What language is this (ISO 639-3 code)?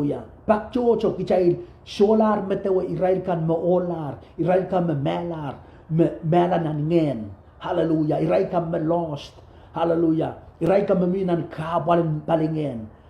pon